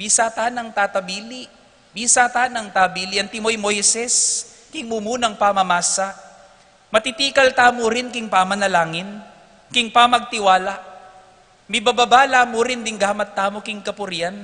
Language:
Pampanga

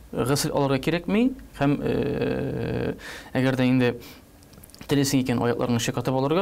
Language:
Tatar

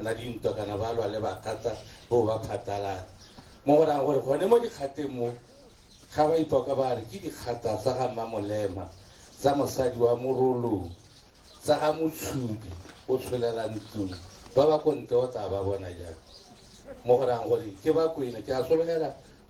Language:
Tswana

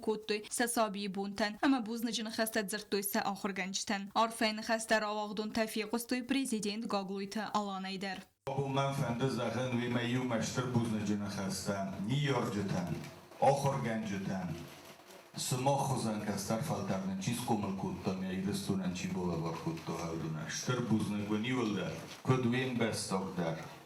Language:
Ossetic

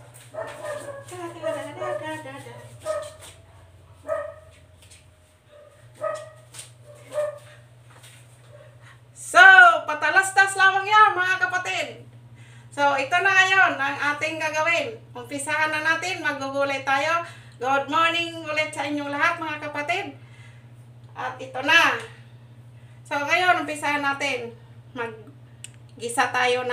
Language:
Filipino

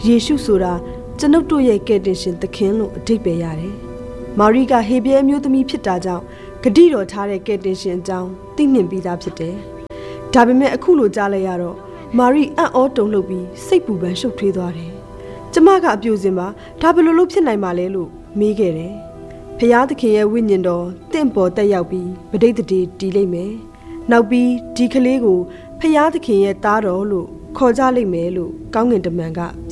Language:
Burmese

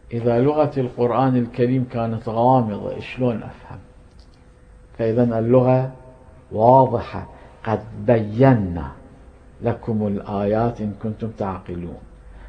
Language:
Arabic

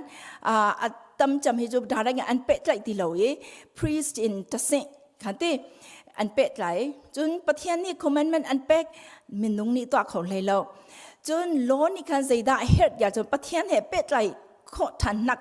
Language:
Hakha Chin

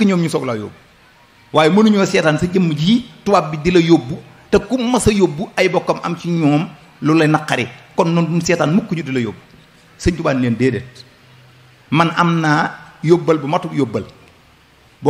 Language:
Wolof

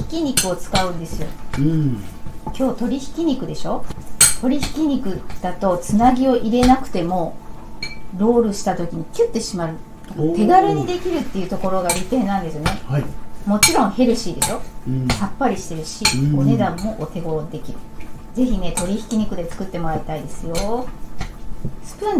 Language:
Japanese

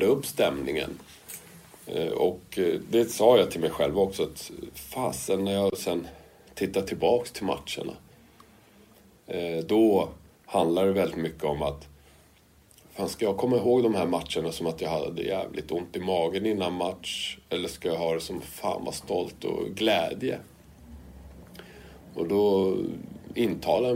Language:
Swedish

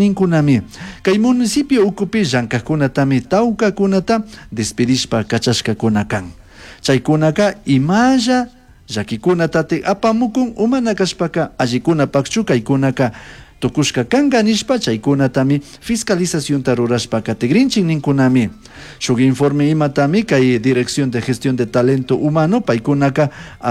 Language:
Chimborazo Highland Quichua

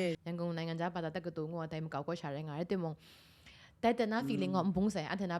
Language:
Kachin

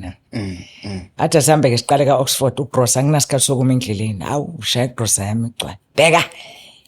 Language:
Zulu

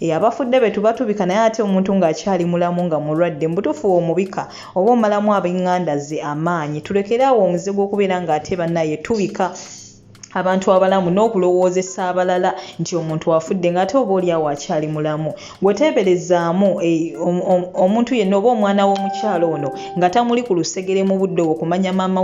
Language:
Ganda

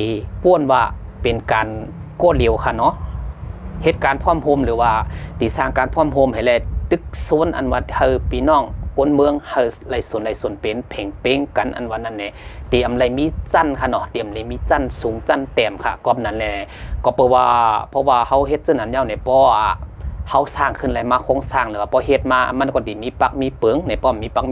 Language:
Shan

